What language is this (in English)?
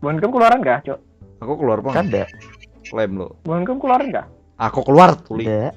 Banjar